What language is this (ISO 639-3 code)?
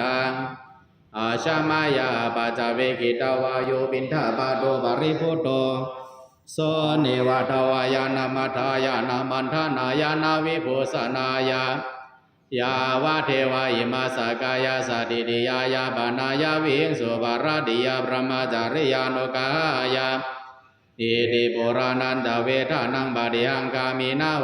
pli